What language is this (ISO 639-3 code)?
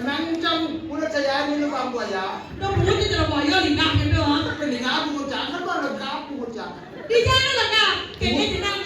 ban